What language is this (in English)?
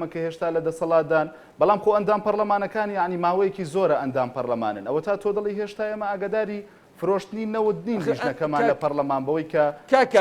Central Kurdish